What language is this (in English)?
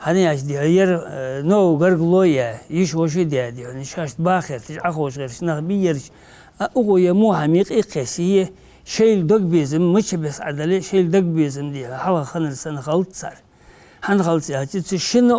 Ingush